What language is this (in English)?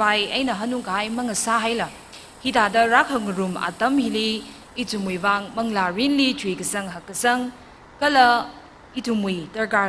Tangkhul Naga (India)